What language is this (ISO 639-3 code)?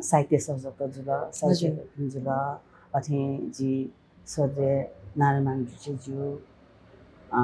new